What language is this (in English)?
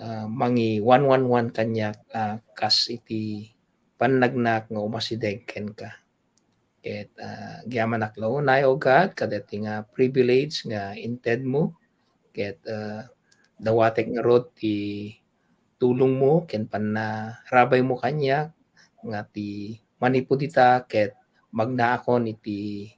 Iloko